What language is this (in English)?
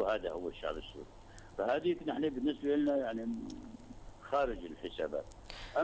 North Levantine Arabic